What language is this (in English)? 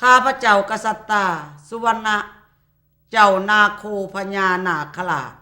Lao